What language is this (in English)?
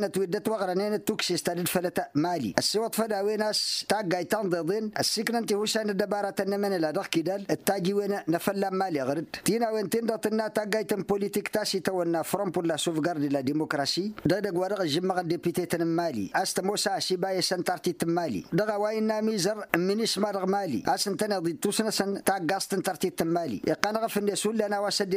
Tamasheq